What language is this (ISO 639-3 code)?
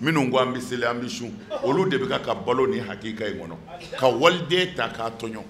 bam